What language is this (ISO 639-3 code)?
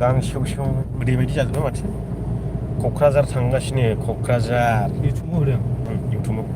brx